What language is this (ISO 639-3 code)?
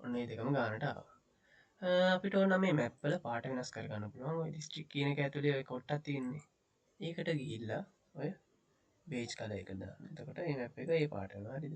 sin